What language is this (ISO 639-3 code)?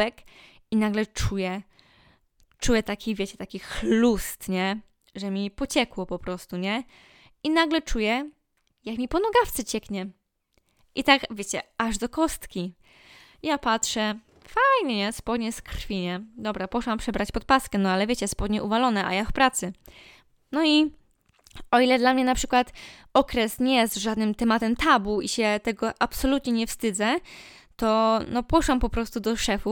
pol